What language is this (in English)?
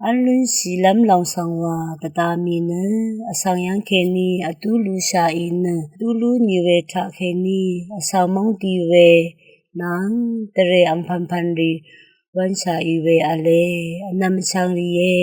Rawang